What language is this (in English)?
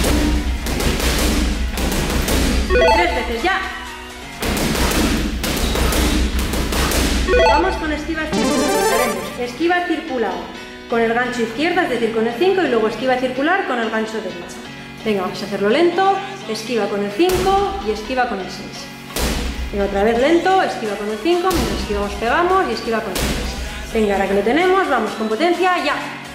Spanish